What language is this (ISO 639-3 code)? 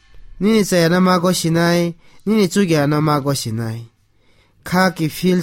trp